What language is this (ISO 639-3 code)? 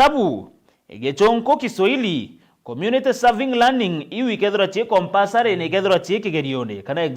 mer